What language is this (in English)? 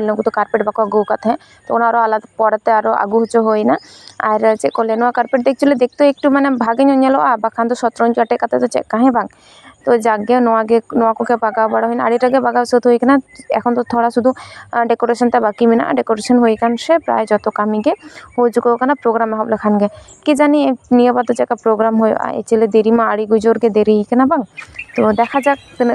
Santali